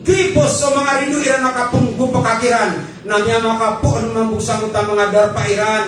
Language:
Maranao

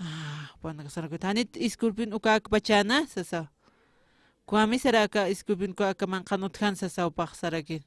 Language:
Aymara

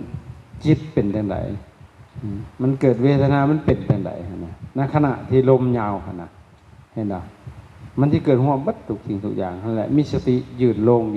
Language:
Lao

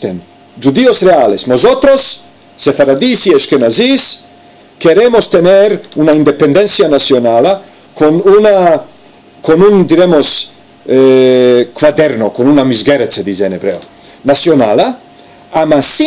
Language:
Ladino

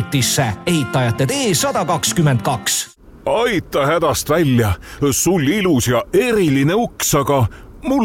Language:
Estonian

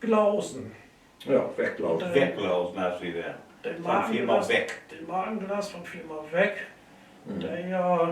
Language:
Low German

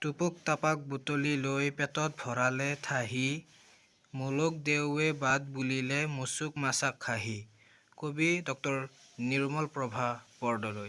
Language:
Assamese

